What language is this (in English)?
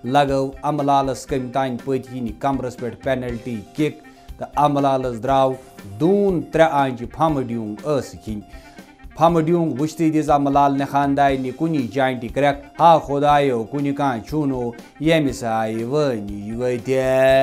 Kashmiri